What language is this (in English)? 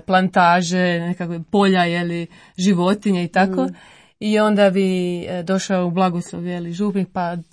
Croatian